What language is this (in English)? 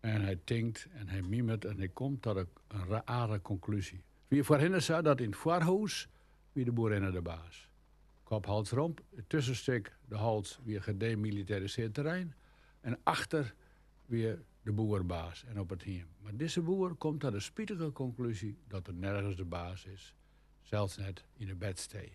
Western Frisian